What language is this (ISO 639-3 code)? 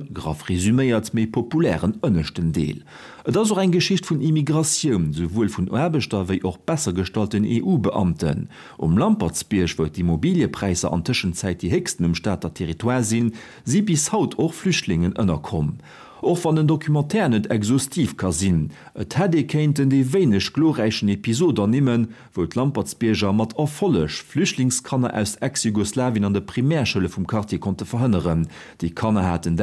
ltz